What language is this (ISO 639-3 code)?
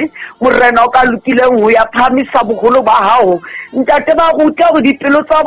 sot